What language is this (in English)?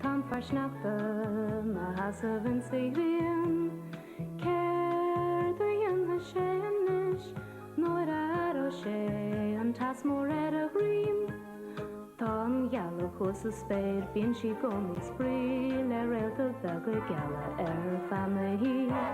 Irish